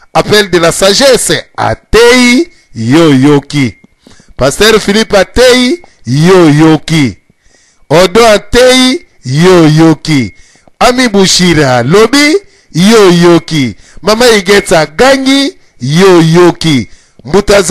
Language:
Lingala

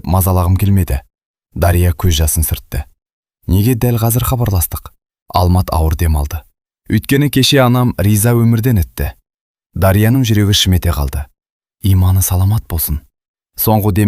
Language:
Kazakh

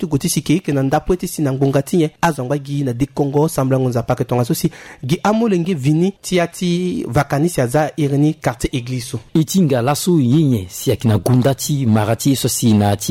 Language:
Sango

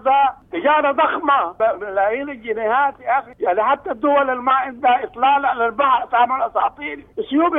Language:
Sudanese Arabic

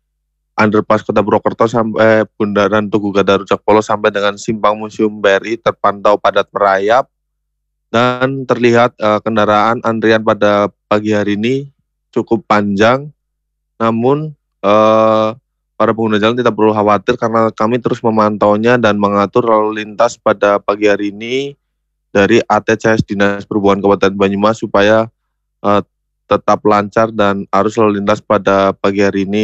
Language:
Indonesian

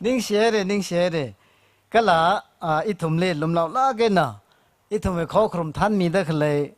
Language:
Tangkhul Naga (India)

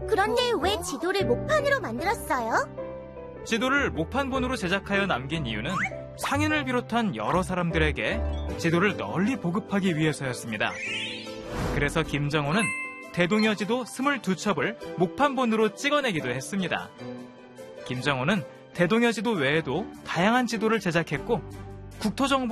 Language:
Korean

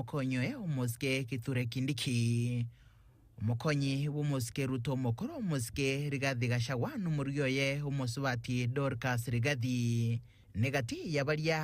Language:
Gusii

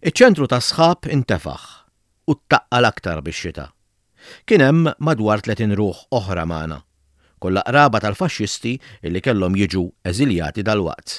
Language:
Maltese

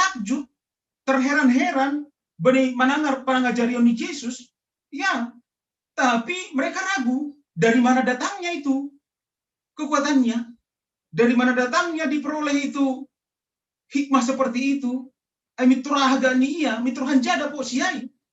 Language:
Batak Simalungun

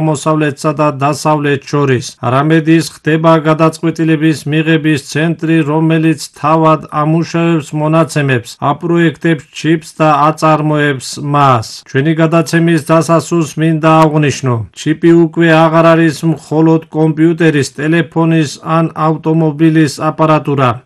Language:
Georgian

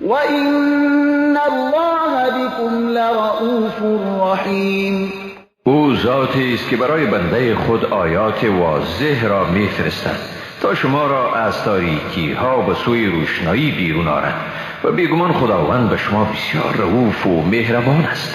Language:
Persian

